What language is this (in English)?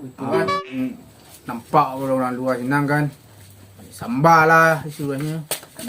Minangkabau